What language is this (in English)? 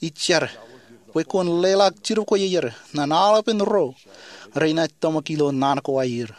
Marshallese